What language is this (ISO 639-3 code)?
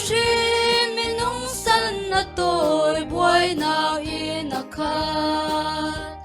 cfm